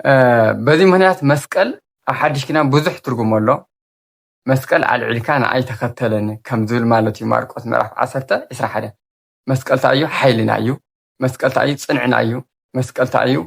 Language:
Tigrinya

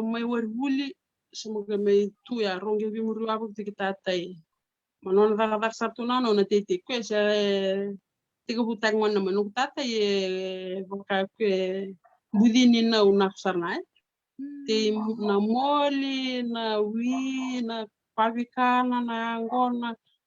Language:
Fijian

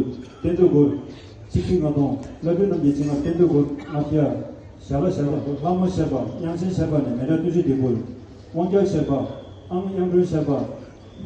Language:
Tibetan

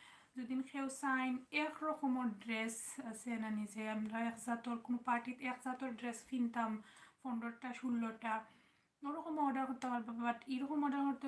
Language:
Sylheti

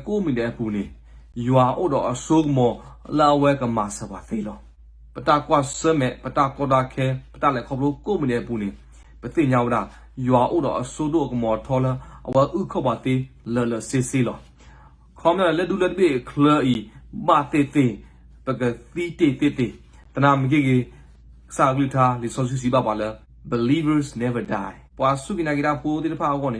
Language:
S'gaw Karen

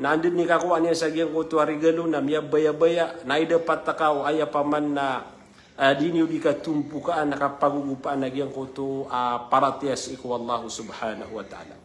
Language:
Maranao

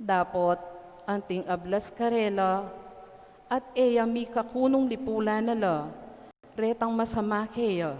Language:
Pampanga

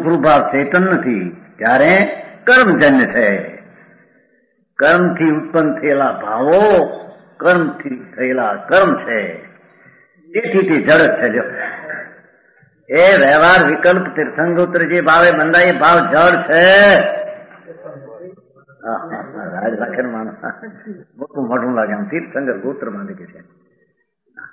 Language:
Gujarati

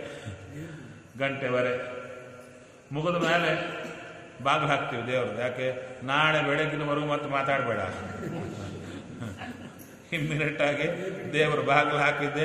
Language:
Kannada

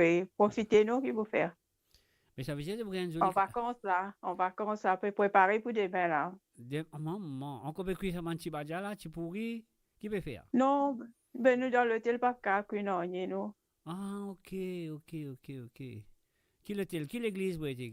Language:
Morisyen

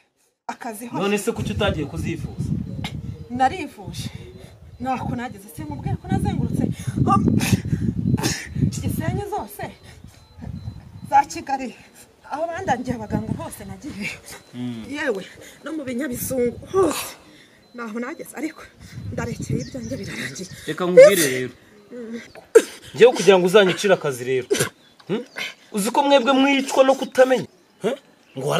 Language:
Kinyarwanda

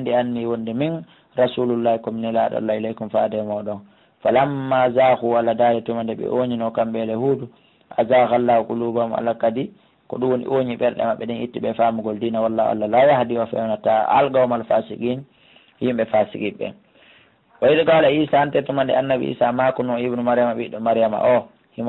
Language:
Pular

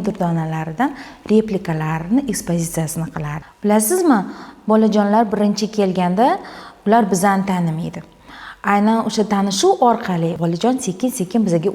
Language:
Uzbek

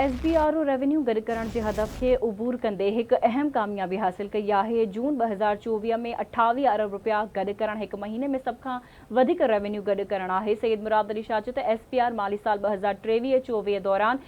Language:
Sindhi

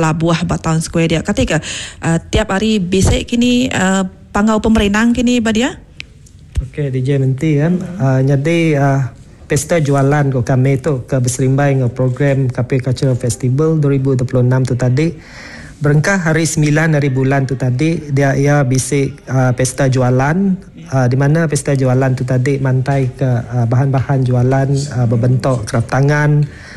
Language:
Iban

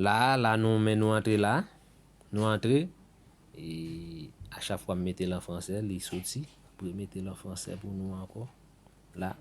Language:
Haitian Creole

